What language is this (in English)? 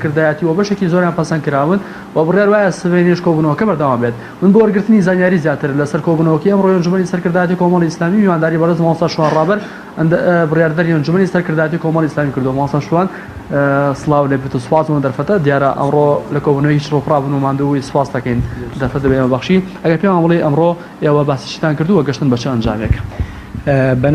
Central Kurdish